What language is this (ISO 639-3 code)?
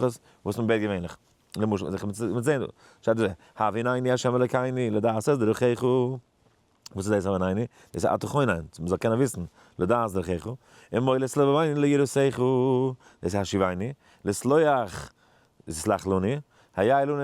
yid